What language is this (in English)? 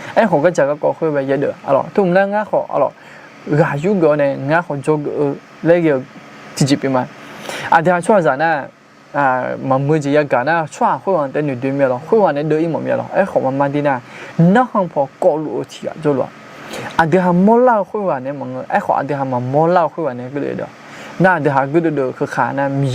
Akha